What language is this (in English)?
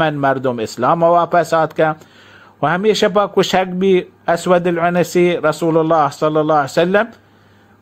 Baluchi